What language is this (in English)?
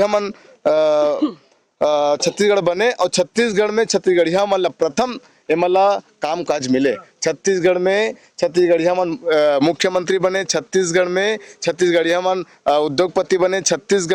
Chhattisgarhi